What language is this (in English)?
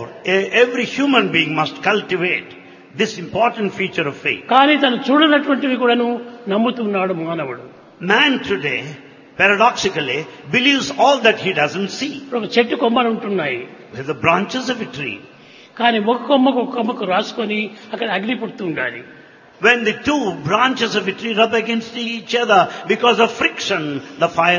Telugu